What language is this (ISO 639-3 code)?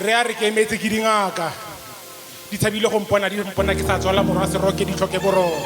tsn